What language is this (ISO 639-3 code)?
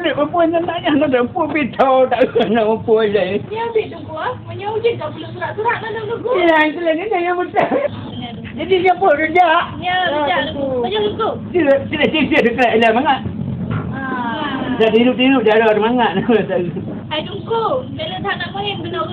ace